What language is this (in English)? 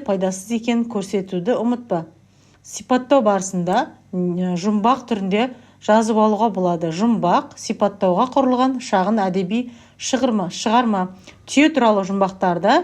Kazakh